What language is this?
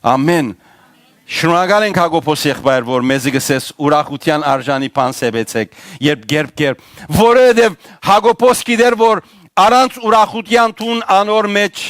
Western Armenian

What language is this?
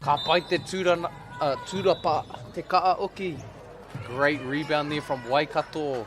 Māori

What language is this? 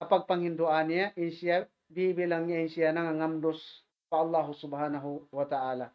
Tausug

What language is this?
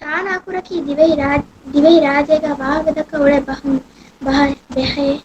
Divehi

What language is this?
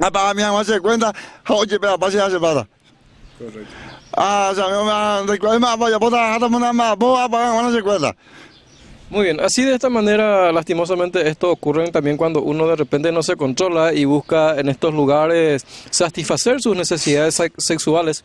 Guarani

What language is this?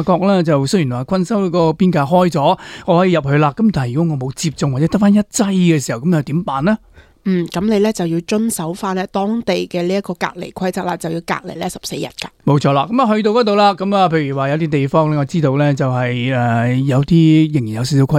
Cantonese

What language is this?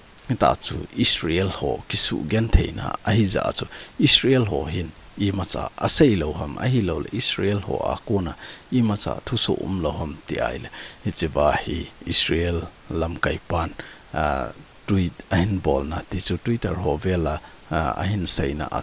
Thado Chin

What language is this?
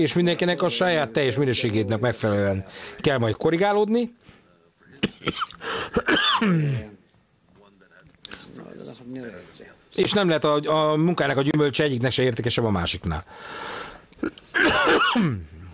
Hungarian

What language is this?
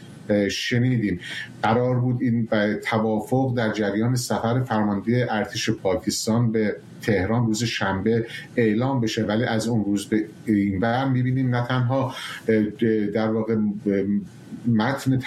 Persian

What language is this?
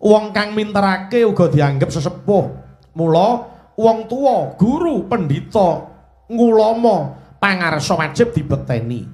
Javanese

